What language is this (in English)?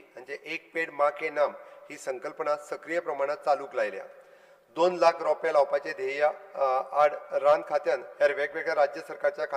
Konkani